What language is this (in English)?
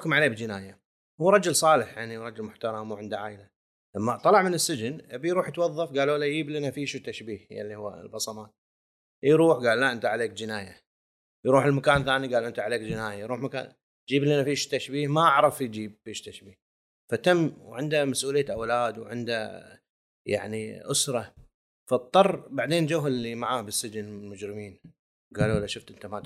Gulf Arabic